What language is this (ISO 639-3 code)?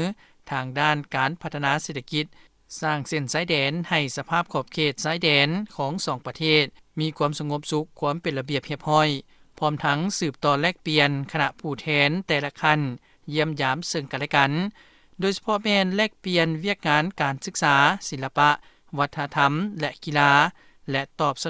lao